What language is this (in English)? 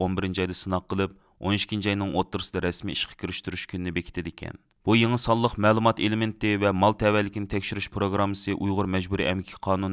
Uyghur